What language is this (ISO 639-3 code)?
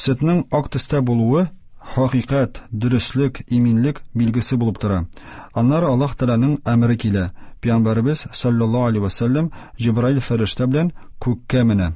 tat